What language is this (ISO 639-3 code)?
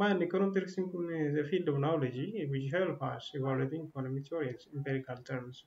orm